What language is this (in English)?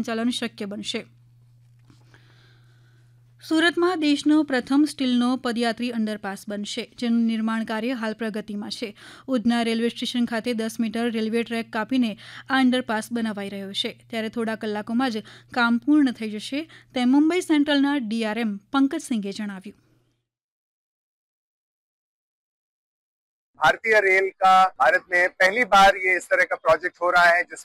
Gujarati